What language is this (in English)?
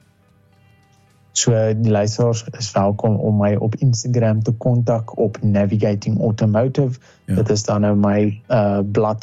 Afrikaans